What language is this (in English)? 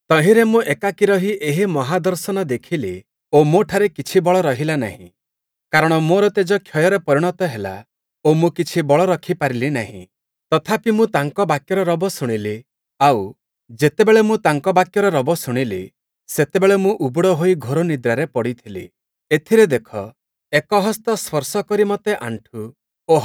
Odia